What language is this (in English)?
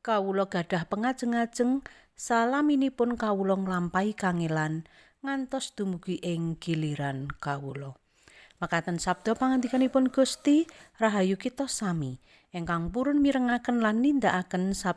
Javanese